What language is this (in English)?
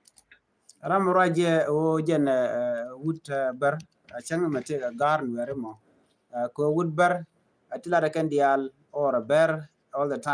Nuer